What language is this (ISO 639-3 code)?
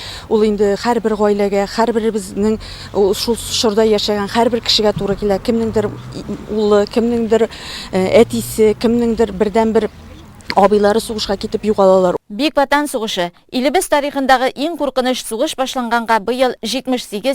tat